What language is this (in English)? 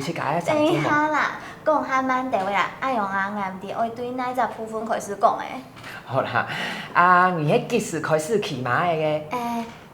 Hakka Chinese